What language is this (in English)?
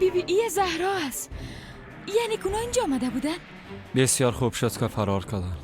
Persian